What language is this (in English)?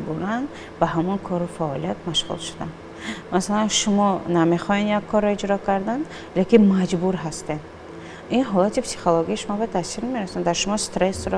Tajik